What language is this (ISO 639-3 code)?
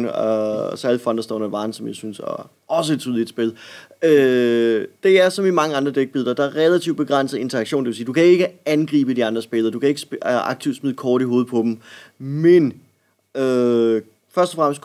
dan